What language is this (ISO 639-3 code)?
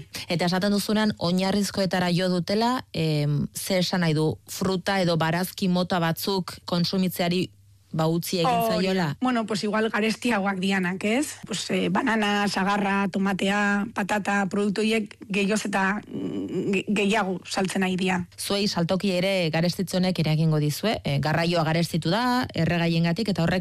eus